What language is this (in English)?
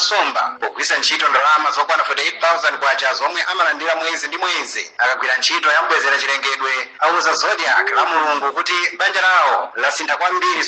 Nyanja